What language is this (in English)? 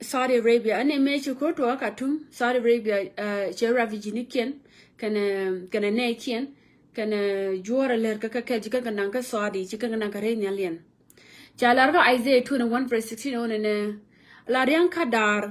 Nuer